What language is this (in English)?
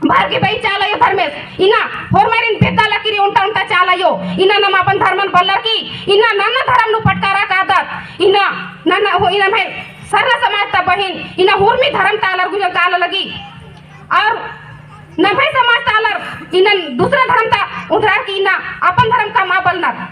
Kurukh